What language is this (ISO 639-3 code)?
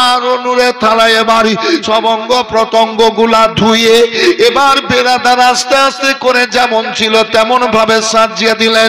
ben